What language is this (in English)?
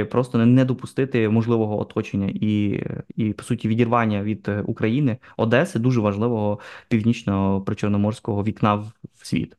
Ukrainian